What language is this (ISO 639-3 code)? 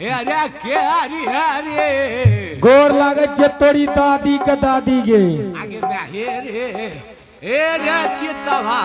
anp